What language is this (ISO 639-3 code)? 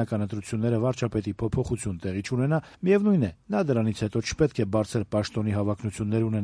hye